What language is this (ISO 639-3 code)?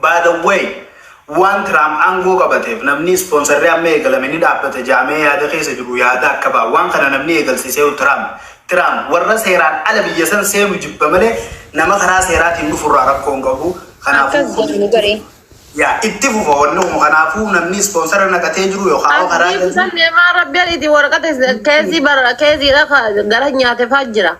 orm